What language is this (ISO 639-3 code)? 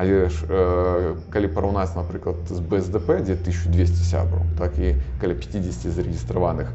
bel